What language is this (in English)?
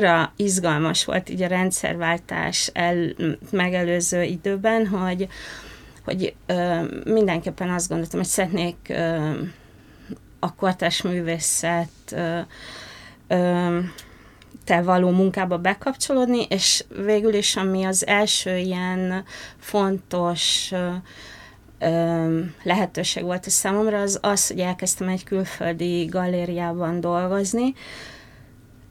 Hungarian